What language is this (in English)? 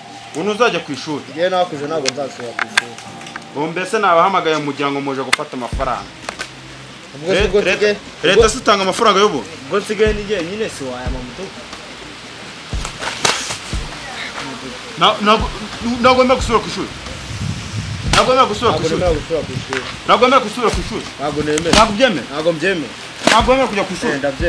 Kinyarwanda